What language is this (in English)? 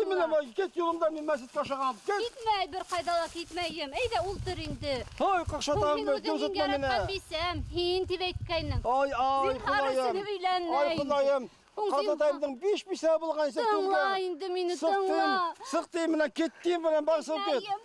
Bashkir